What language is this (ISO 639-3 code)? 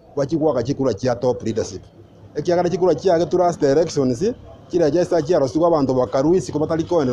guz